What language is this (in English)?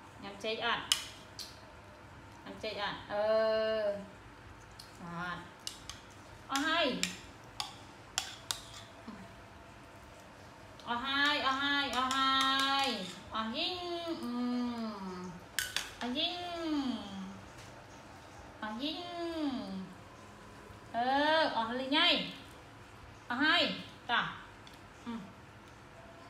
Vietnamese